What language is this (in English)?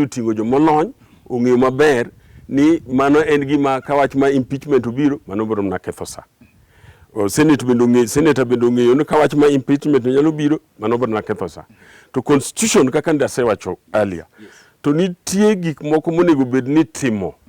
Luo (Kenya and Tanzania)